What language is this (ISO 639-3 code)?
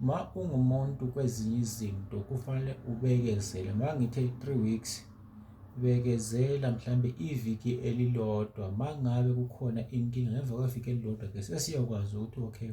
zul